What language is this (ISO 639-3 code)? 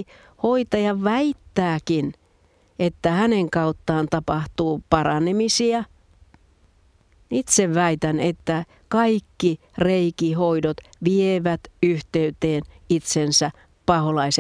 fin